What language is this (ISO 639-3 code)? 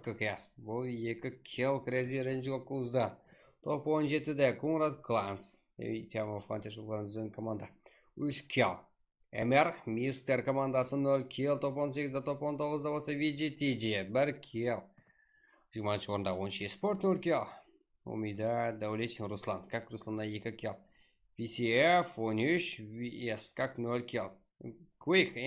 kaa